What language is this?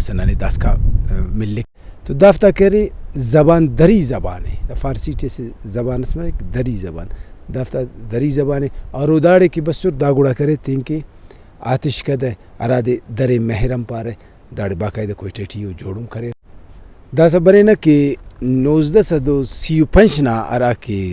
Brahui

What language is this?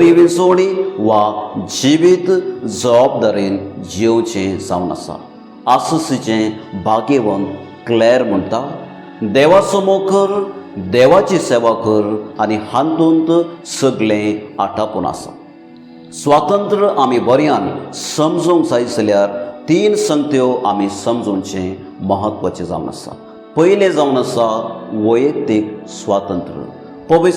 Konkani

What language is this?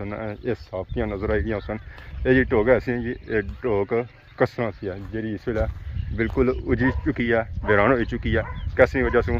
Pahari-Potwari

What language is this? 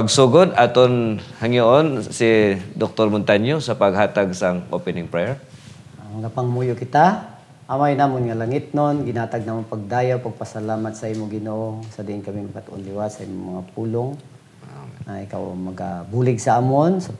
Hiligaynon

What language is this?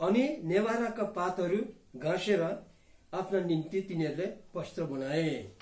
Nepali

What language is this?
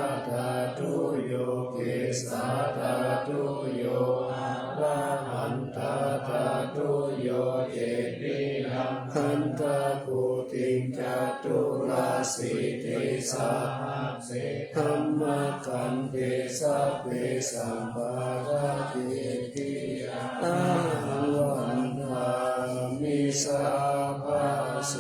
Pali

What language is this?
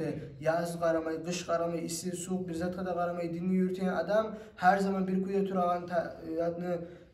Kumyk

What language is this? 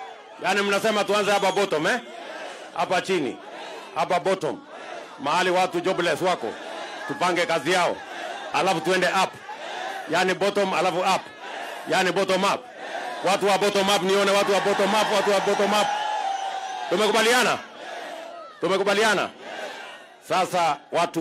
Swahili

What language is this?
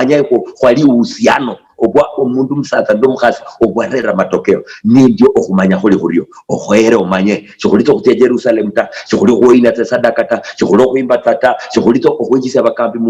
Luyia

